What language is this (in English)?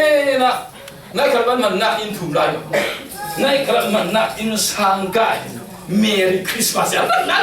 Falam Chin